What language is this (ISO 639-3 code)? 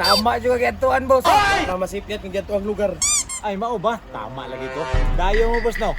ceb